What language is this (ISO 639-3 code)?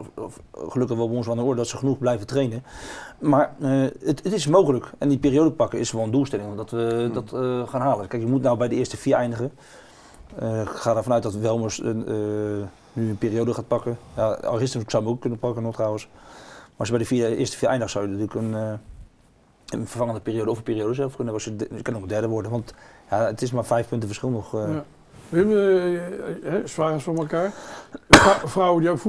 nld